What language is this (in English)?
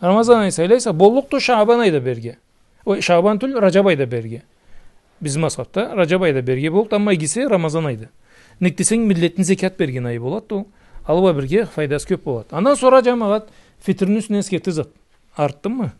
Karachay-Balkar